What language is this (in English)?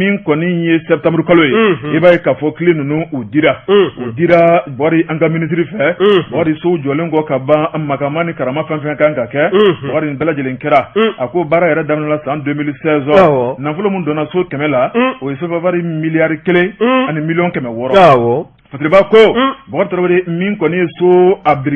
Bambara